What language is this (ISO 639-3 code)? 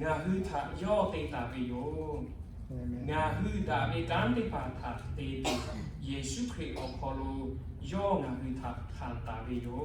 lhu